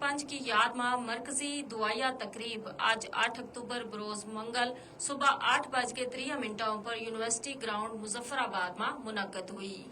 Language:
Gujari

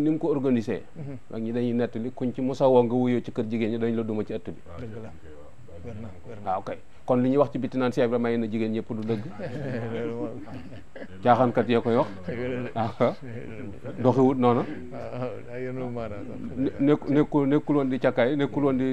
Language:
Wolof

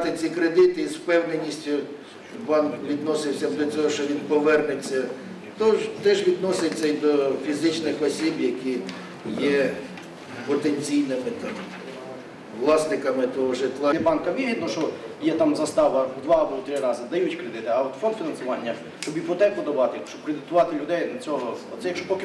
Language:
Ukrainian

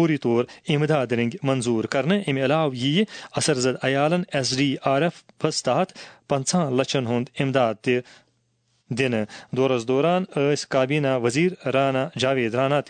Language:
Kashmiri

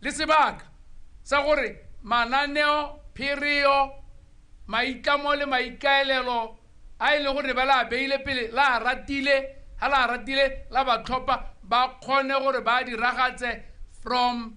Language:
Tswana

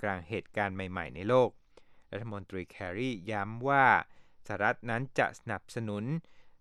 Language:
Thai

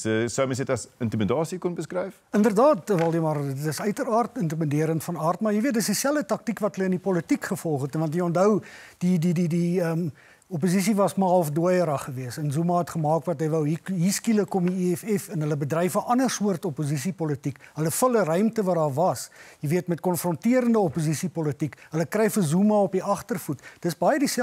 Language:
Afrikaans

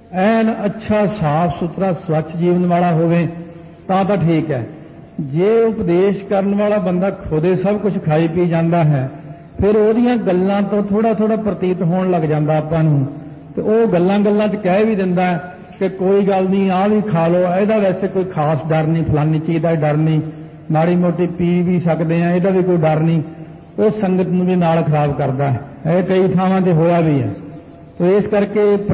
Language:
Punjabi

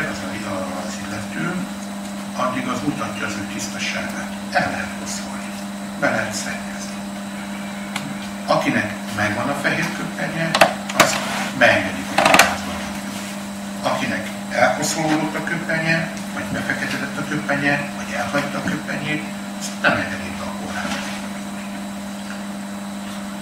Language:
Hungarian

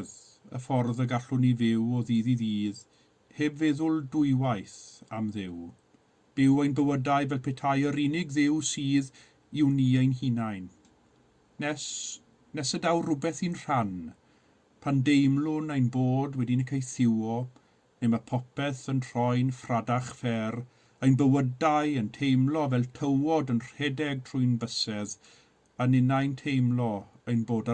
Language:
Welsh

